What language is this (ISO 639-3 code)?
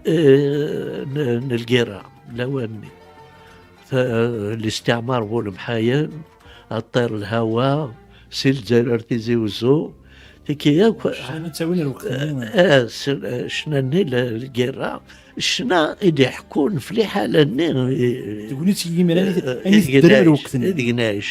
kab